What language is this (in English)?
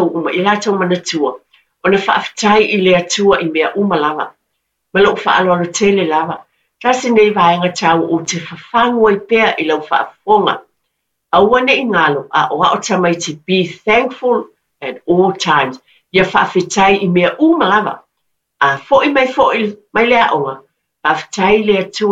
Samoan